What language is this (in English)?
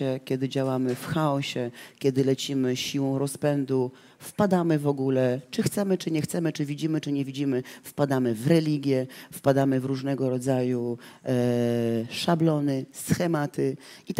Polish